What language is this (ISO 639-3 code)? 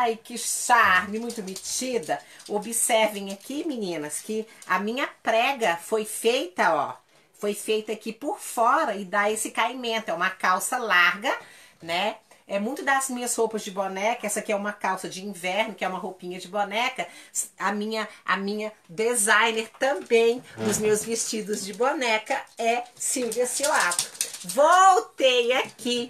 por